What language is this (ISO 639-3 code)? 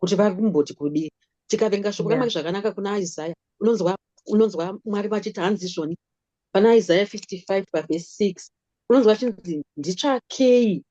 sna